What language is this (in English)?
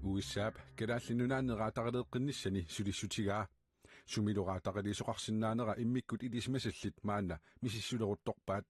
Kalaallisut